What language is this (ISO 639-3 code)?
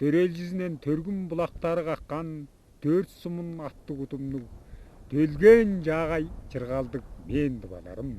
tyv